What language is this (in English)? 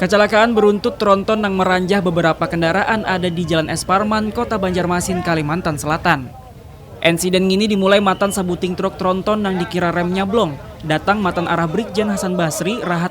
Banjar